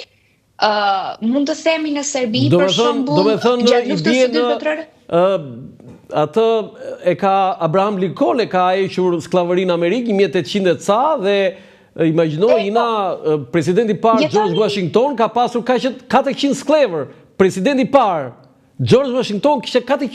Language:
Albanian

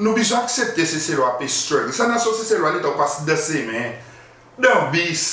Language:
Seselwa Creole French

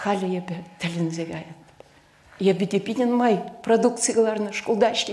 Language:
Chuvash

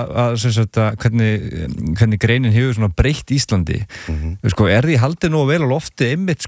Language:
Icelandic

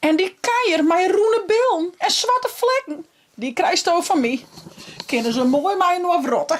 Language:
Western Frisian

